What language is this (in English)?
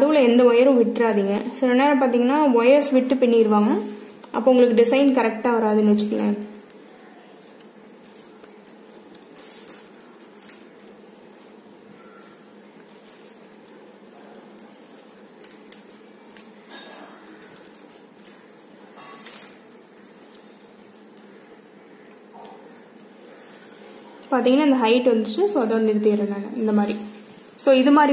Tamil